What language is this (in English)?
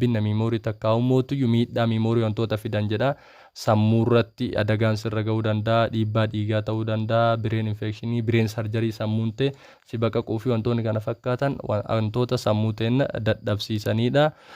Oromo